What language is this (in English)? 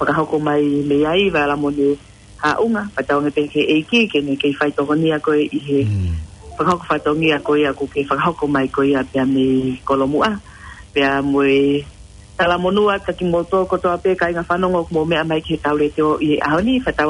Tongan